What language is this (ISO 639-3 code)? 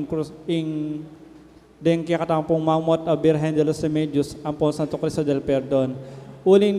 pam